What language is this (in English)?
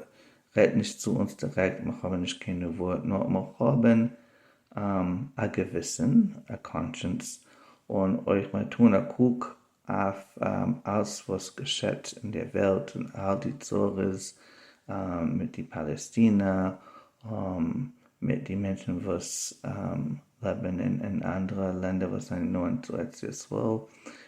Yiddish